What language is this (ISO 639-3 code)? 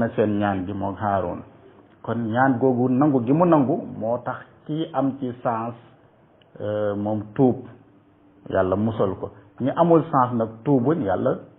wol